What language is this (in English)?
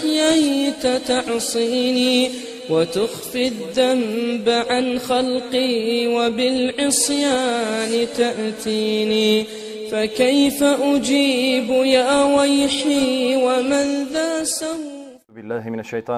Bosnian